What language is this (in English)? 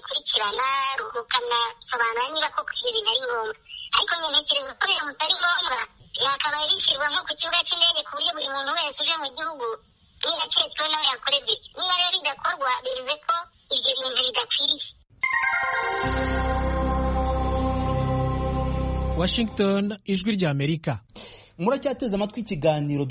Kinyarwanda